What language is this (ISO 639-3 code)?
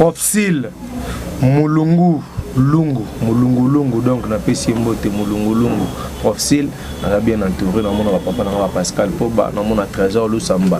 lin